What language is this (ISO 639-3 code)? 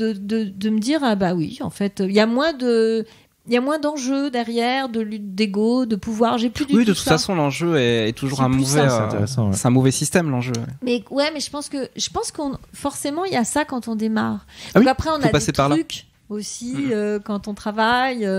fra